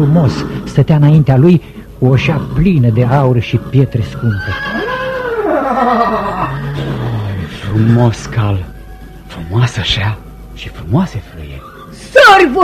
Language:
Romanian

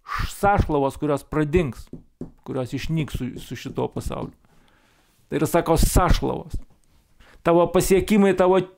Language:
Lithuanian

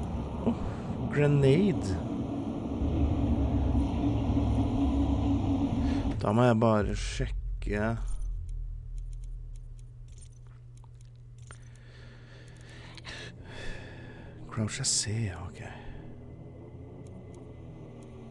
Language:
Norwegian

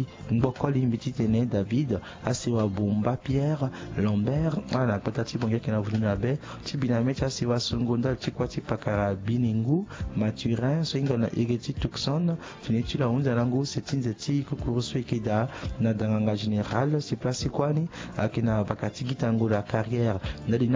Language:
Sango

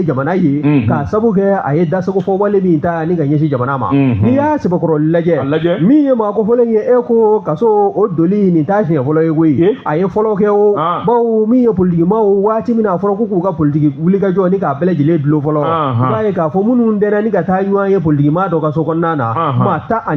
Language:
Bambara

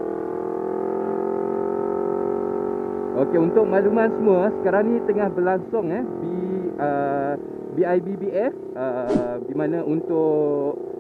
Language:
Malay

